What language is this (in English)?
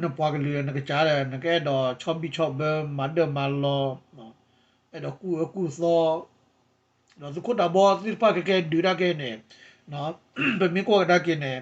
S'gaw Karen